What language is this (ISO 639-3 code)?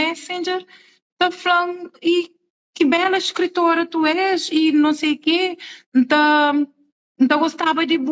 kea